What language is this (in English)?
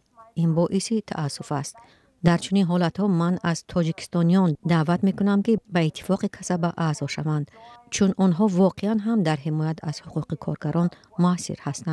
Tajik